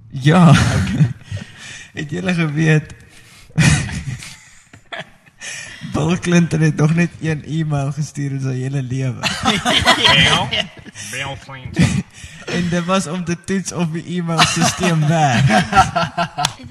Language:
Afrikaans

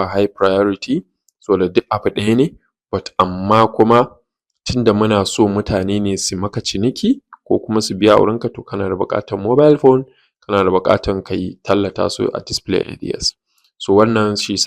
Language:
Hausa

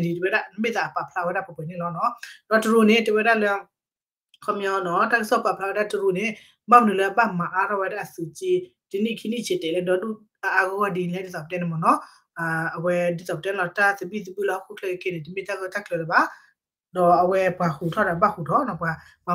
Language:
S'gaw Karen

